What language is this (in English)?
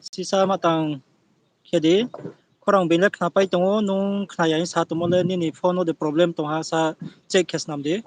Riang (India)